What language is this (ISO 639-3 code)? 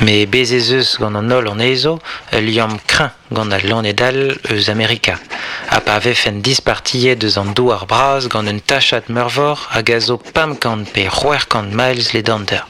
bre